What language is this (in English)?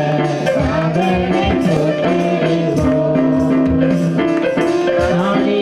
Tamil